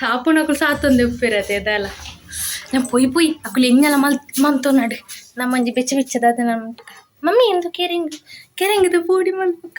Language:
Tulu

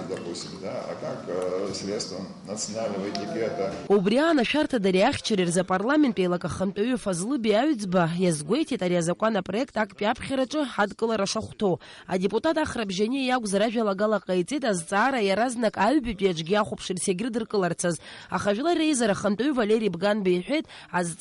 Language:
Abkhazian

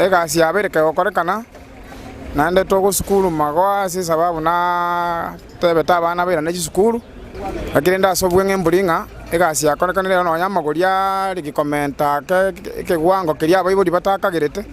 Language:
Gusii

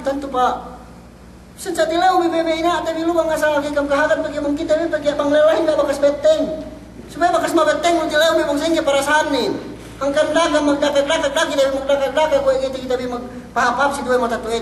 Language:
Yakan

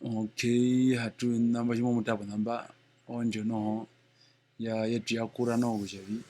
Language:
Herero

